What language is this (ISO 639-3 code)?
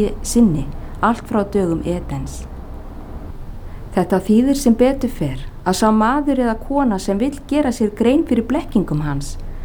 isl